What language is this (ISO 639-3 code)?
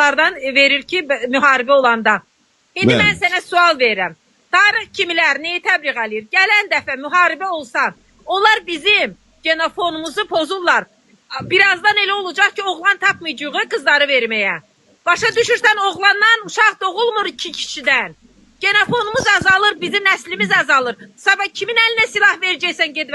aze